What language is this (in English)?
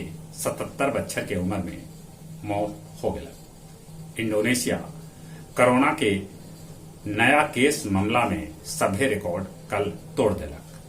Magahi